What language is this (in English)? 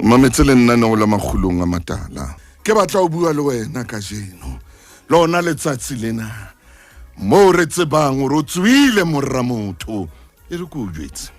Southern Sotho